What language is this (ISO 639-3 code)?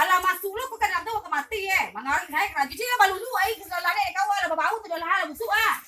min